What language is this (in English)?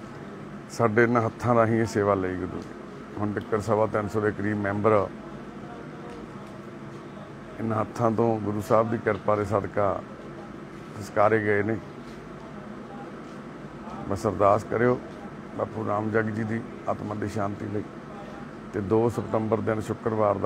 Punjabi